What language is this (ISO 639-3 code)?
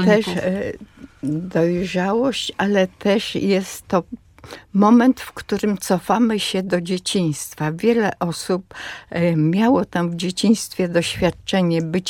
pol